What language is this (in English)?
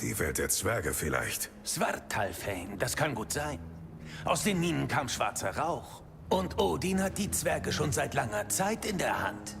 Bavarian